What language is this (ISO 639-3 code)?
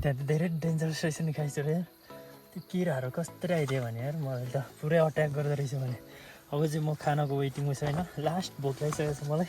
nep